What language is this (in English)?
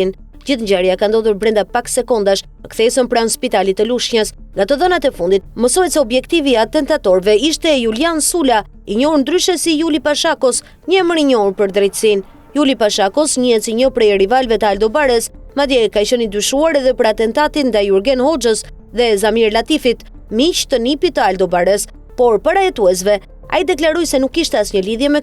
Albanian